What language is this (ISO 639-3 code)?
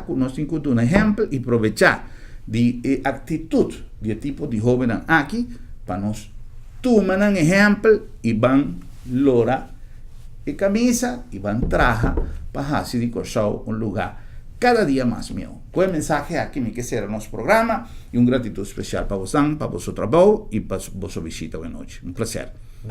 pap